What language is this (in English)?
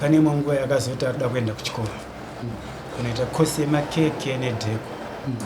Shona